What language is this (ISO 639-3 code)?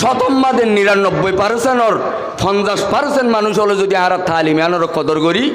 rhg